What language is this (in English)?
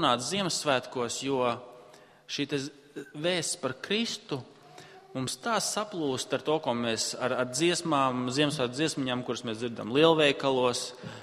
Latvian